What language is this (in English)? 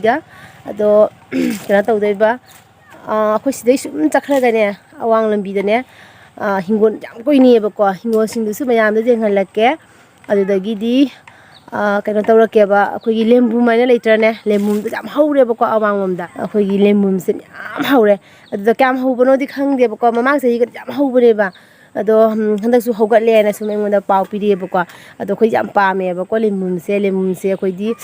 Manipuri